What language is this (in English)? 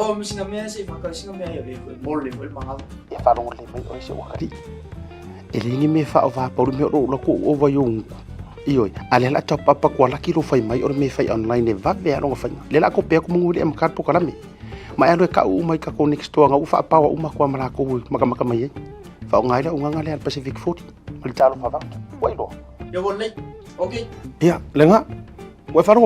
Samoan